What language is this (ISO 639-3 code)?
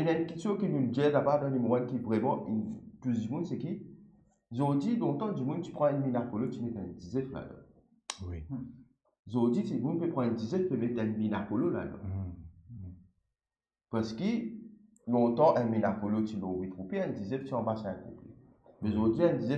mfe